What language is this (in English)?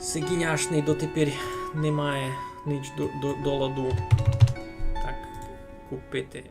Rusyn